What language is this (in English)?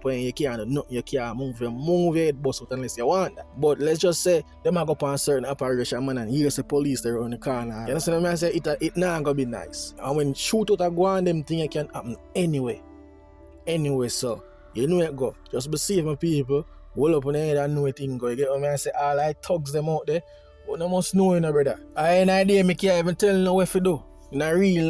Jamaican Creole English